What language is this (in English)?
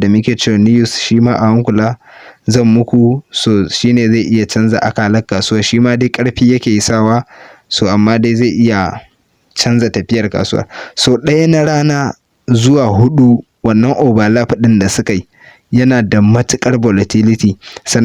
Hausa